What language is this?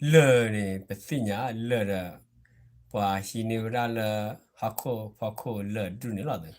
S'gaw Karen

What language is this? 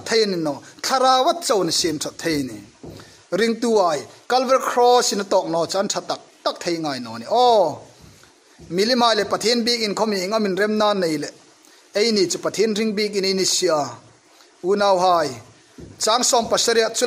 Hmar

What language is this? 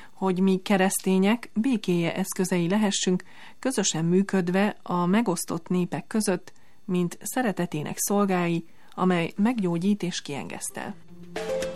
Hungarian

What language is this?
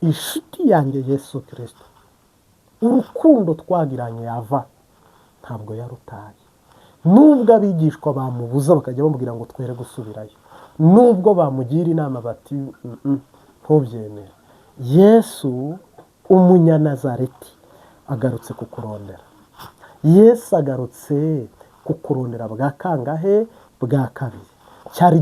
Kinyarwanda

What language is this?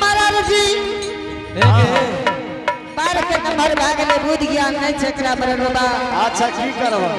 Angika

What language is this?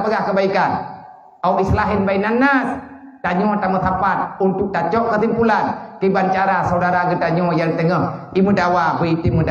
Achinese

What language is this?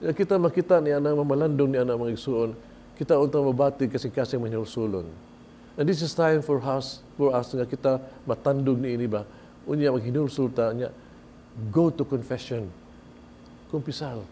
Cebuano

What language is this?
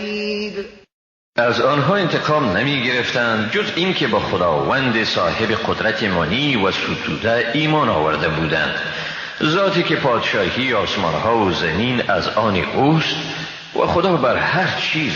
Persian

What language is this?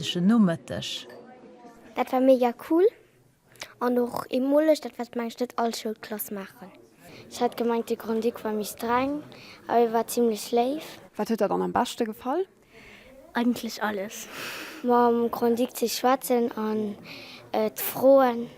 Luxembourgish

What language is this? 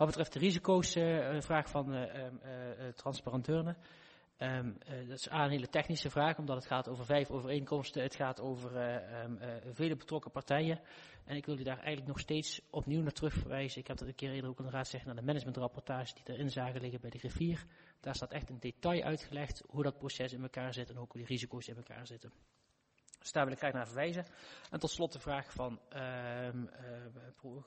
Dutch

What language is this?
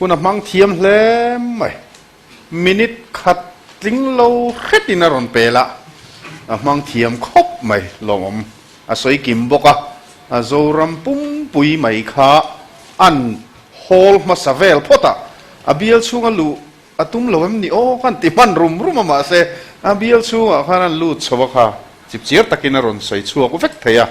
Mizo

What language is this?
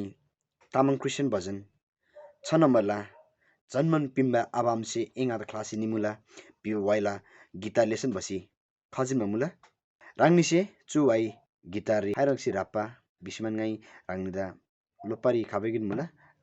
Eastern Tamang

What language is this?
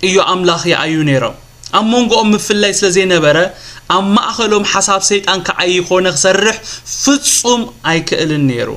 Tigrinya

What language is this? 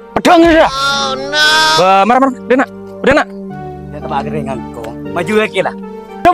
Madurese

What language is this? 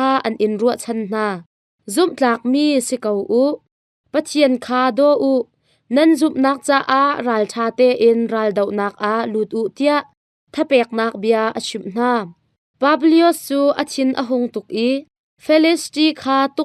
Hakha Chin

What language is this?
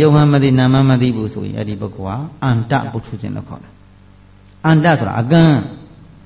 Burmese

